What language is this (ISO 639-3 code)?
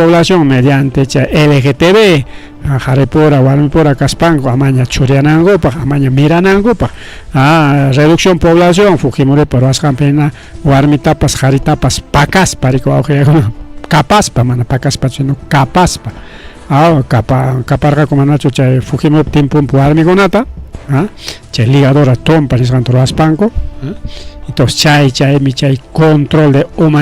quy